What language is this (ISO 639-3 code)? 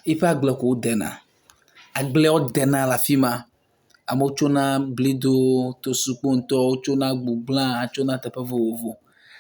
ewe